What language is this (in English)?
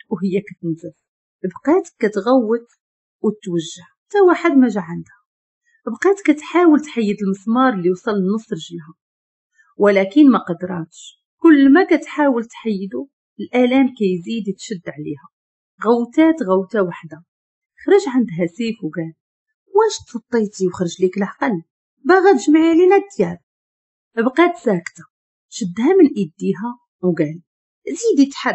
Moroccan Arabic